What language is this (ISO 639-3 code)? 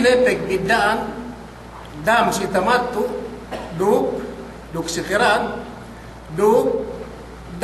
yka